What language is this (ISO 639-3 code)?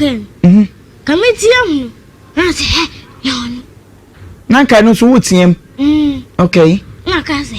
aka